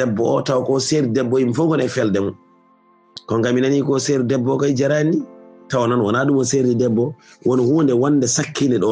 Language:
Fula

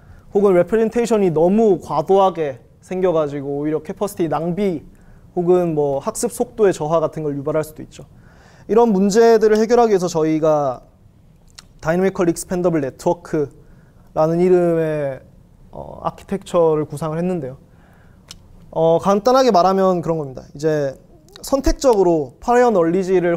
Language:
Korean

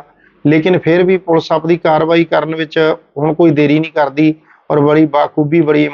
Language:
Punjabi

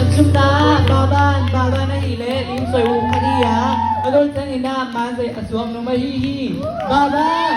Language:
Tedim Chin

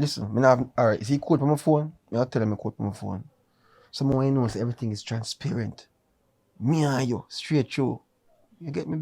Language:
Jamaican Creole English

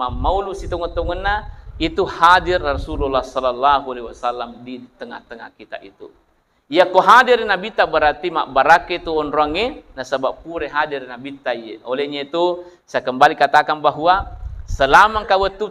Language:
Buginese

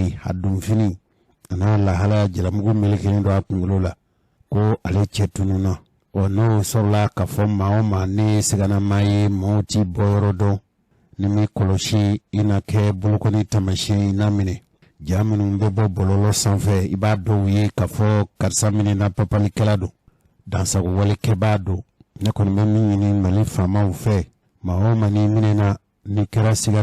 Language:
Bambara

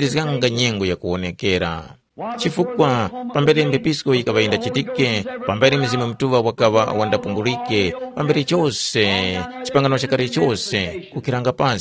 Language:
Tumbuka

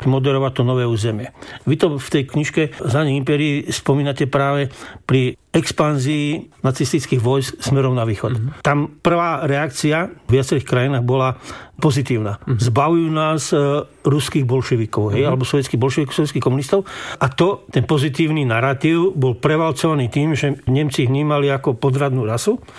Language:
Slovak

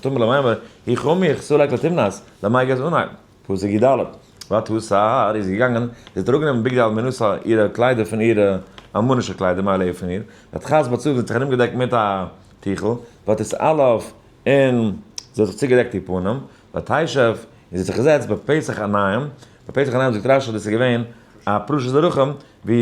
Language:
Yiddish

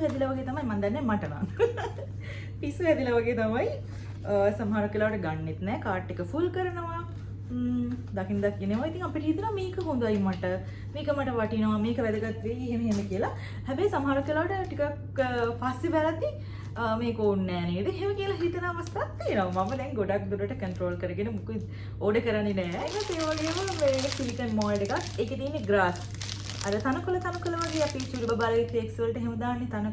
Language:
Sinhala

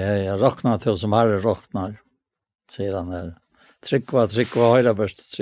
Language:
Faroese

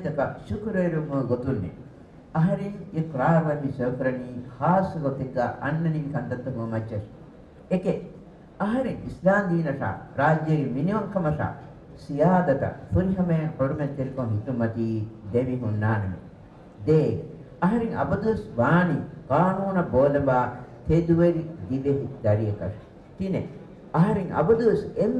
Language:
Divehi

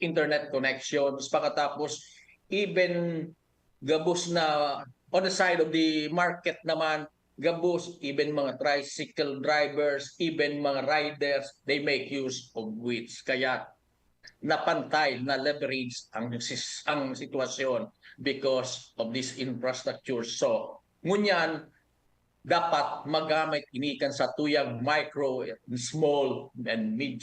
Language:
Bikol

